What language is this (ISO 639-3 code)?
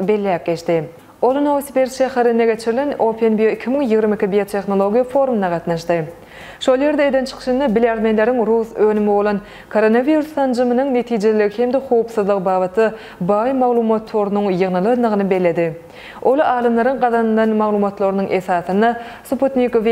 tuk